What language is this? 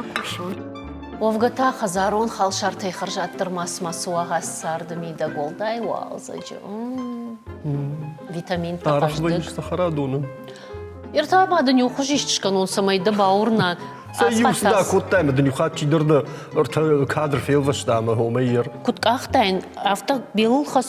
Ossetic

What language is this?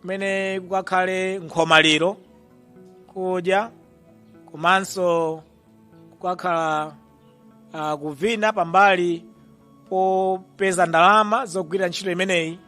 Nyanja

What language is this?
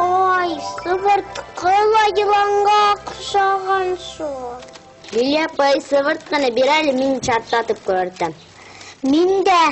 Bashkir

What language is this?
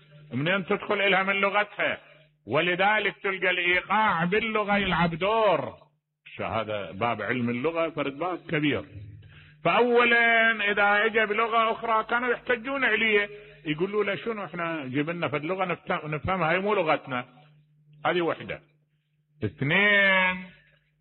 Mesopotamian Arabic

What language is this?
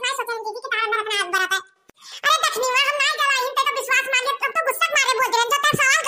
Awadhi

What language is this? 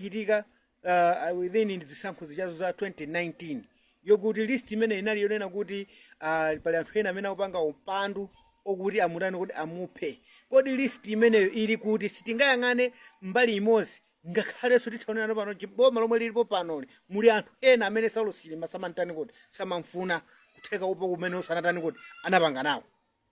Nyanja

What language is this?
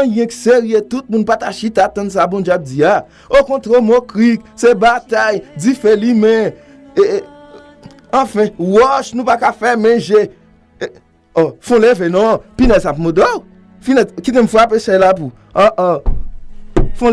Haitian Creole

